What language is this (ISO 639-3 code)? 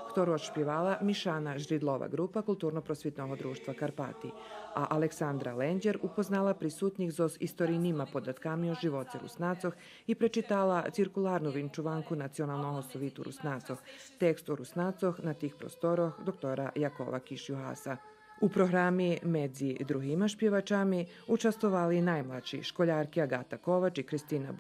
rue